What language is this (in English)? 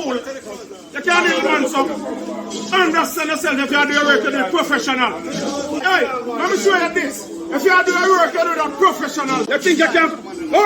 Jamaican Creole English